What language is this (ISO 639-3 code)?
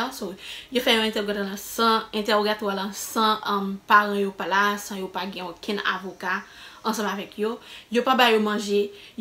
hat